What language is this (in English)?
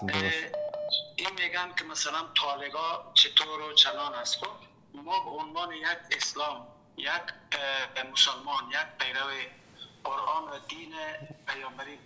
Persian